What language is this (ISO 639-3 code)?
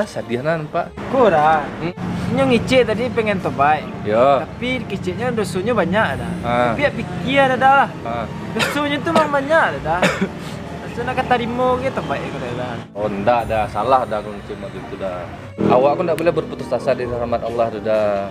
min